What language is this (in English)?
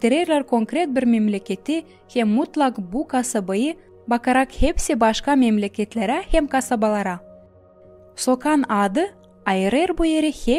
Gagauz